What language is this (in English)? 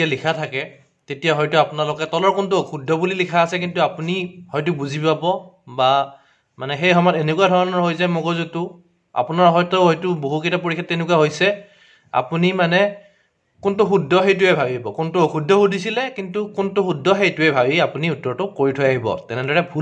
Assamese